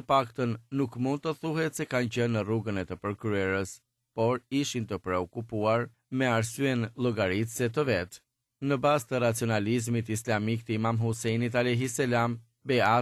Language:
Albanian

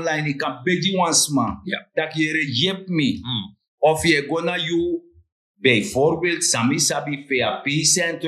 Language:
Sranan Tongo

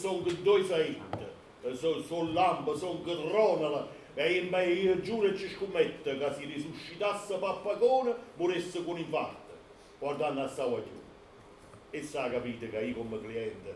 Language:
Neapolitan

